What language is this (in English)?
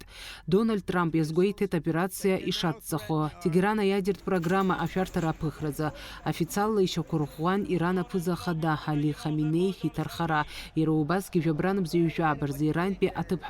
Abkhazian